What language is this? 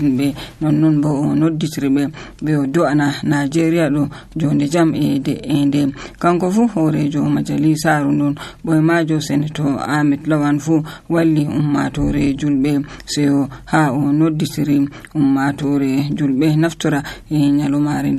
Nigerian Fulfulde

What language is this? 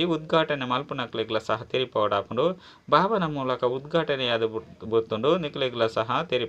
Tulu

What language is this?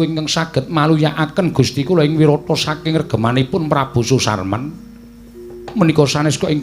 Javanese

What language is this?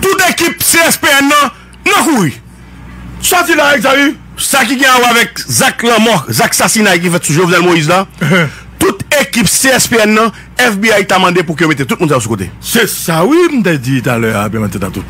Haitian Creole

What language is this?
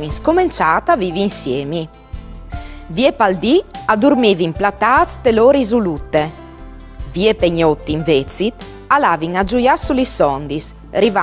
Friulian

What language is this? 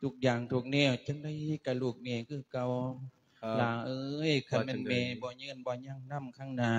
Lao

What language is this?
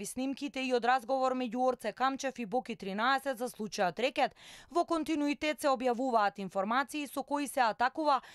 Macedonian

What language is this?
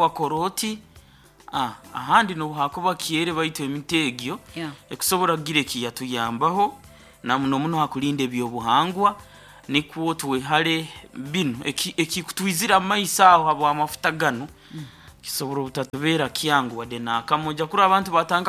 Nyoro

